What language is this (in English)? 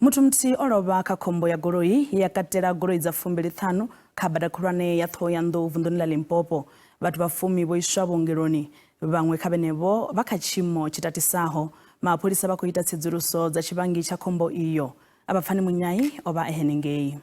Venda